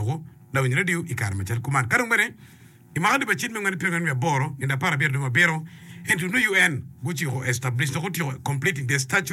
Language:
Acoli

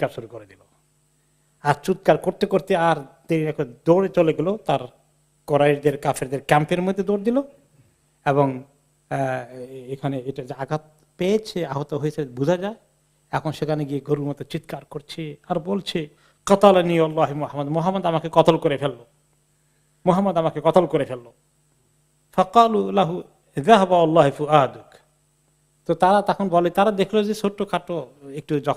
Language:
Bangla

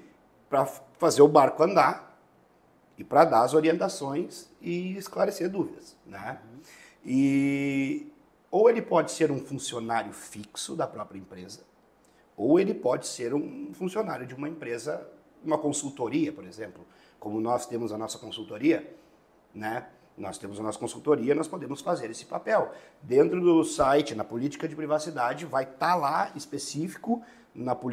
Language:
Portuguese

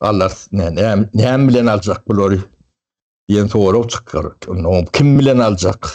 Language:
Turkmen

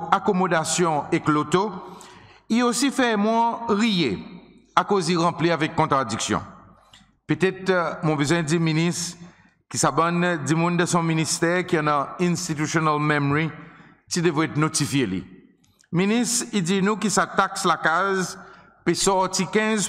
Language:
Seselwa Creole French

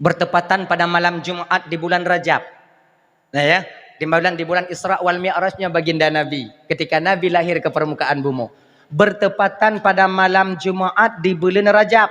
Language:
Achinese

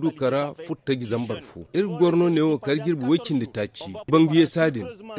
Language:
Zarma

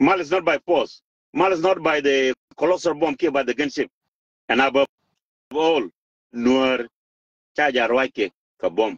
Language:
Nuer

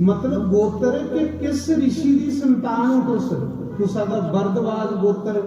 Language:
Dogri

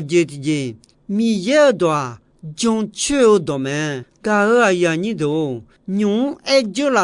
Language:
Akha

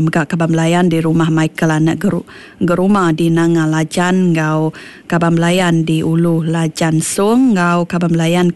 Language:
Iban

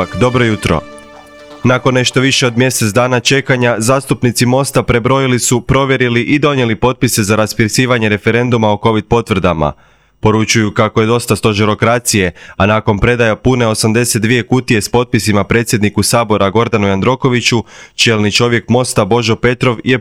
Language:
Croatian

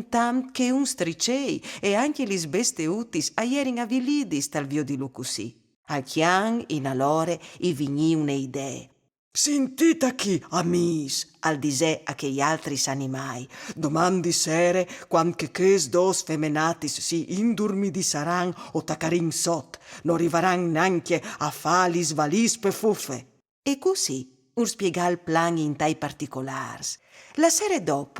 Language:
Friulian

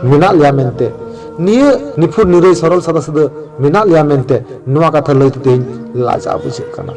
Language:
Santali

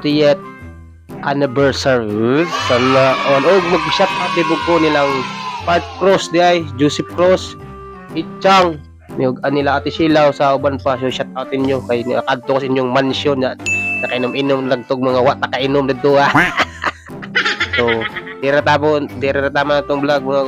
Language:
Cebuano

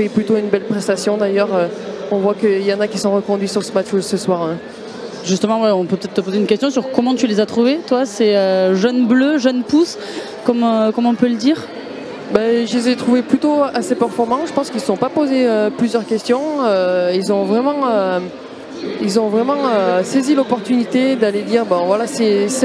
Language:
French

